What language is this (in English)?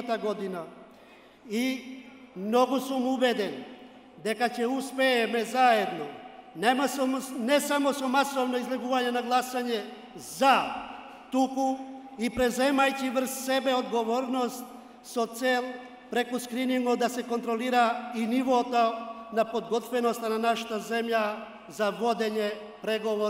Macedonian